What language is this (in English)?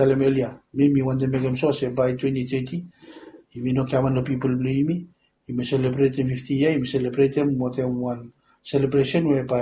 Bislama